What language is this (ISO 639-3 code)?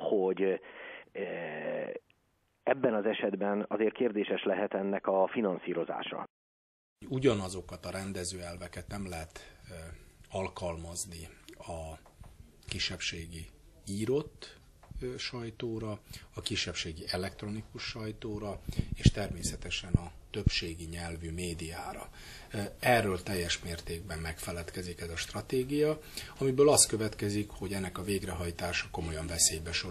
hun